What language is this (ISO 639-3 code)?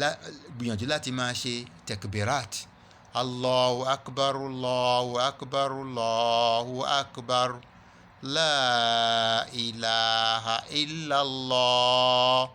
yor